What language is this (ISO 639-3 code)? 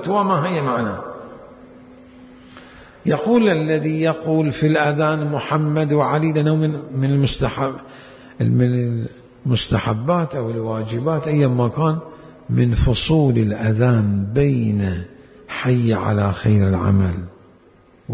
ara